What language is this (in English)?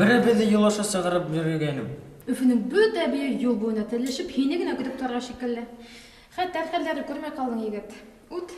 Bashkir